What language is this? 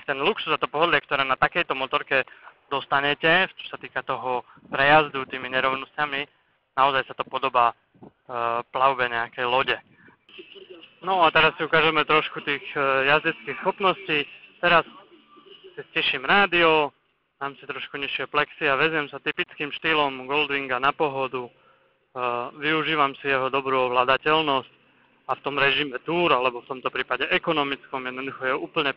Slovak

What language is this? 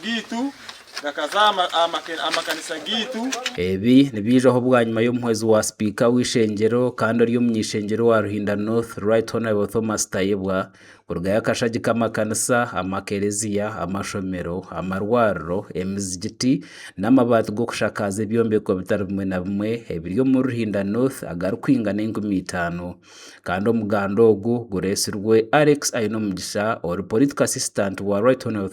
Nyankole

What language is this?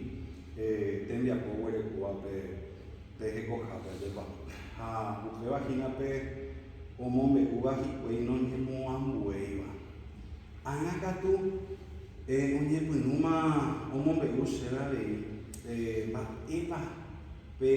Guarani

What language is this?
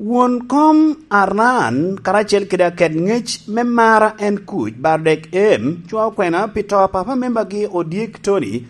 Lango (Uganda)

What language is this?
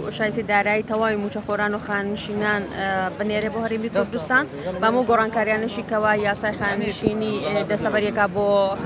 Central Kurdish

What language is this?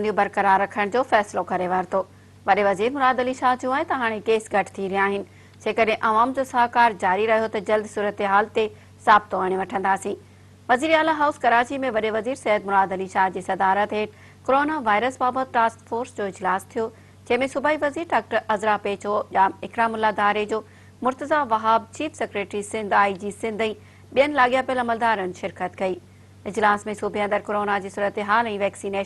Sindhi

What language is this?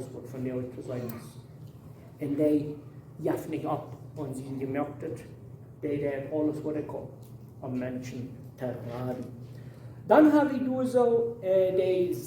Plautdietsch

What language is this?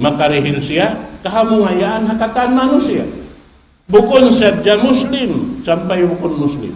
Tausug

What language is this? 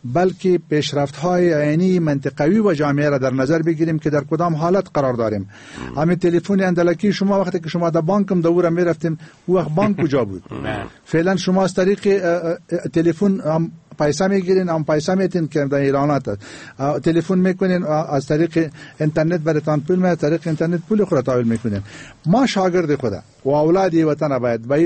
Persian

